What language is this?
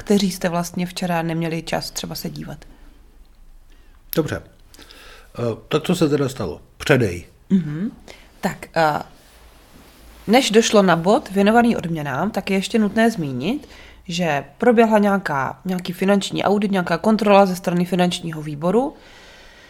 Czech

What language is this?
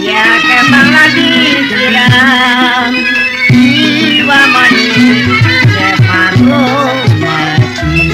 Betawi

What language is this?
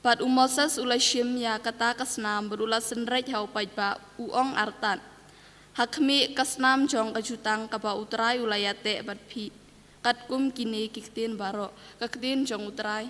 Khasi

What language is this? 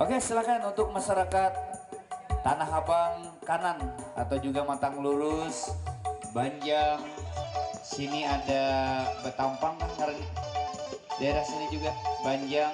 Banjar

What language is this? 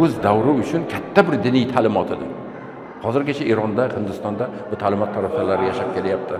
Uzbek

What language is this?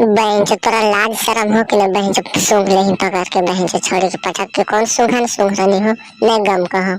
Magahi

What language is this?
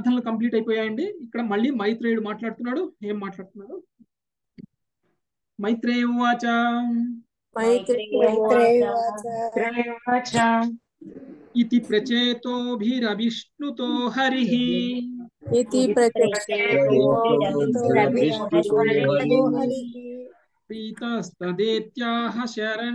Telugu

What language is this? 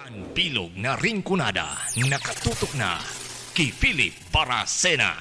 Bikol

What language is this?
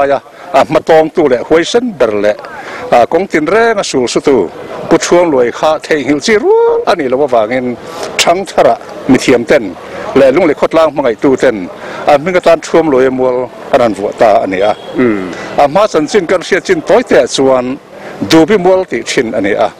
Mizo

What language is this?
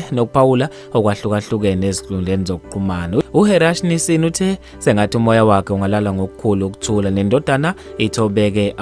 Zulu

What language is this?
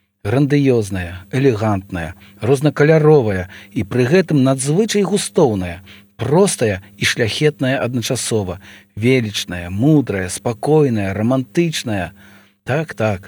Belarusian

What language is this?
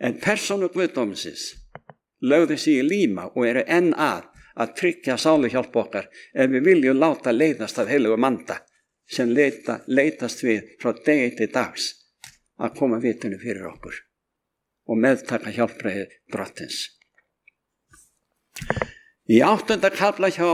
Icelandic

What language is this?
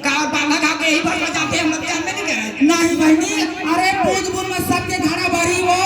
Chhattisgarhi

